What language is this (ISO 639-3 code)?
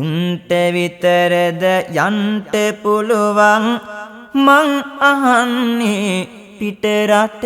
sin